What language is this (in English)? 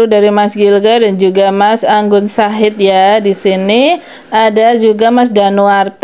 Indonesian